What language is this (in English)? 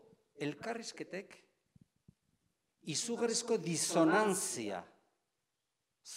Basque